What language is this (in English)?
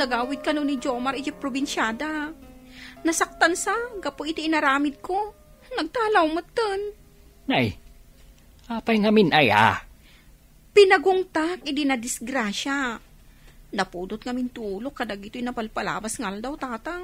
Iloko